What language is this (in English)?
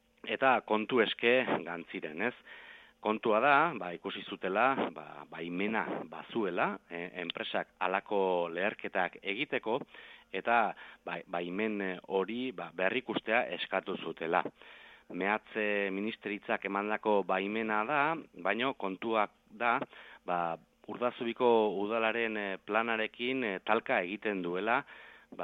Basque